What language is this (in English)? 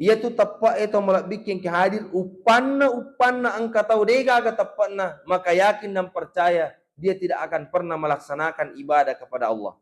Buginese